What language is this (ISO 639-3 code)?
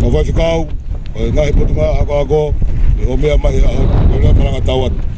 ton